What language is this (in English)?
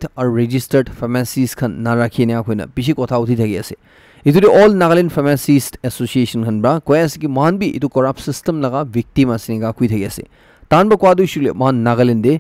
Naga Pidgin